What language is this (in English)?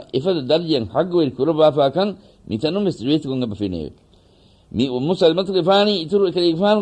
Divehi